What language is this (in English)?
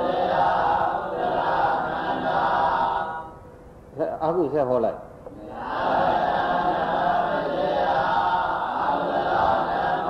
Burmese